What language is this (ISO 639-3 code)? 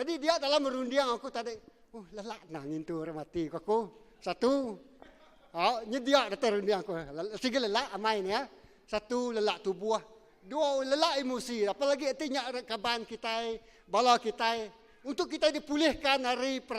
iba